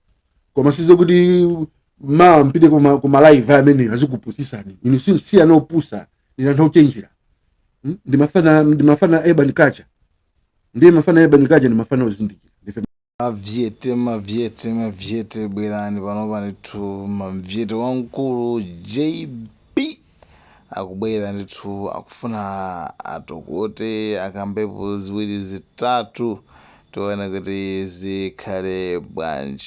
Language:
Nyanja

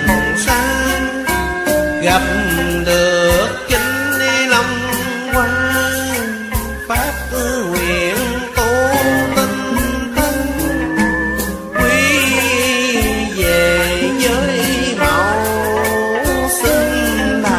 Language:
Vietnamese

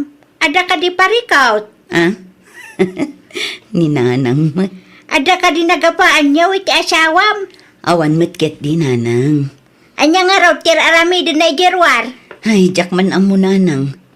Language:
Iloko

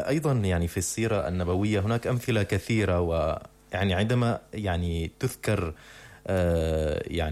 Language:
Arabic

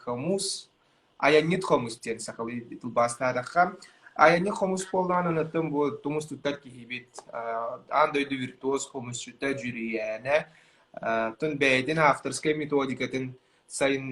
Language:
Yakut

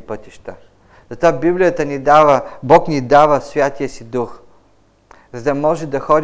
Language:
Bulgarian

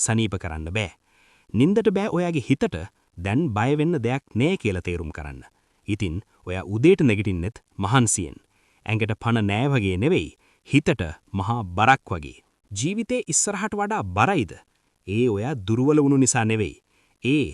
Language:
Sinhala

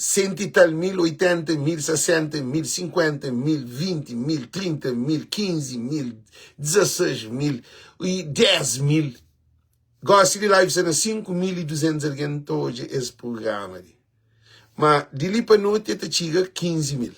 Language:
Kabuverdianu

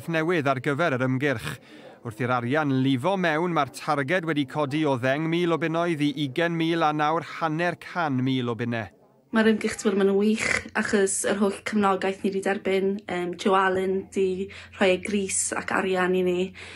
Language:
Welsh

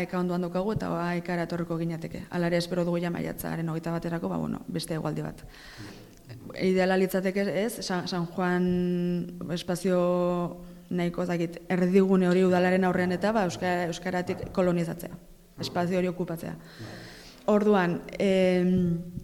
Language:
Basque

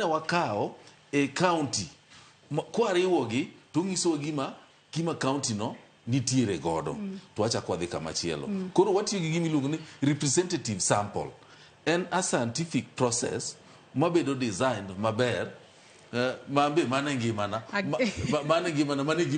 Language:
Luo (Kenya and Tanzania)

